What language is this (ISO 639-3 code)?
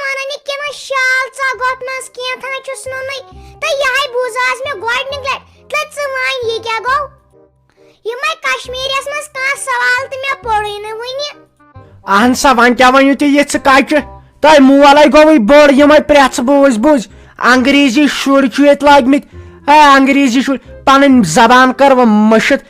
kas